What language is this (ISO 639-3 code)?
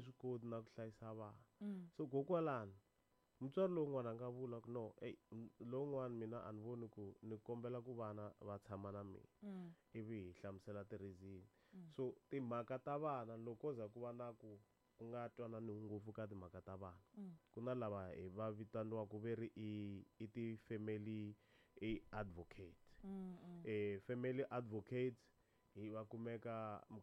tso